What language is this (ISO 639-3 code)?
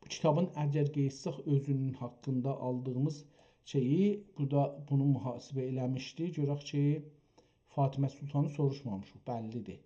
azb